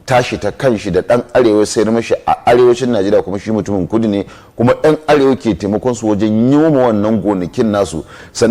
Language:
Hausa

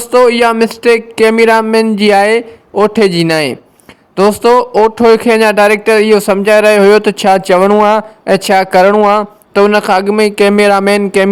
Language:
Sindhi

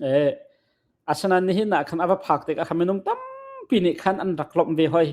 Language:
Hakha Chin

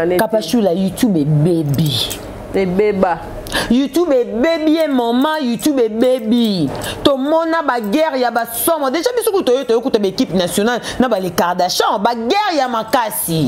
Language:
Lingala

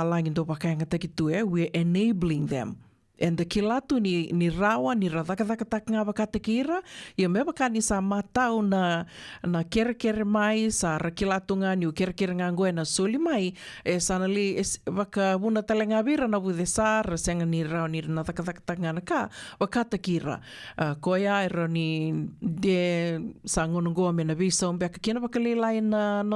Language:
Fijian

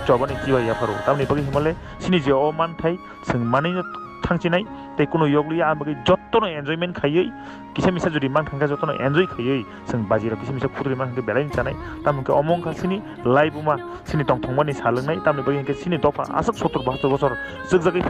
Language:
Kok Borok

